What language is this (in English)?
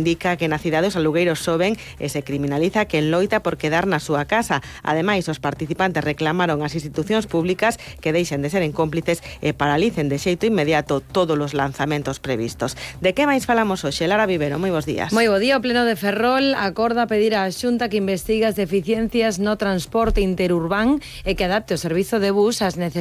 Galician